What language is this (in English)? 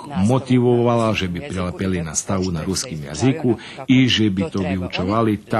Rusyn